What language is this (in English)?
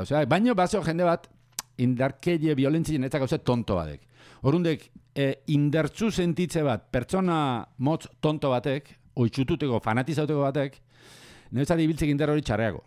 Basque